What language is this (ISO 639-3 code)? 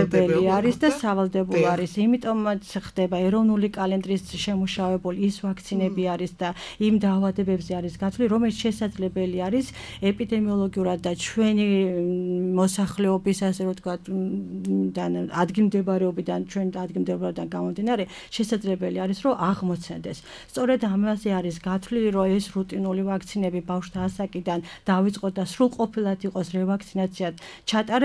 kat